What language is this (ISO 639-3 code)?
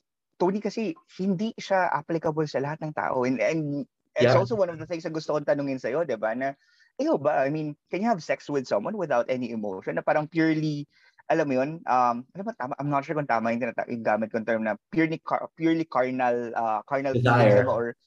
fil